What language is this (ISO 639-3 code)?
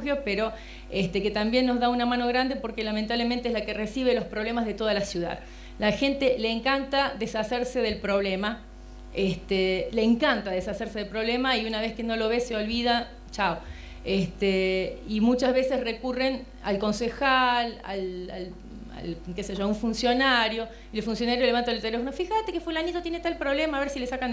spa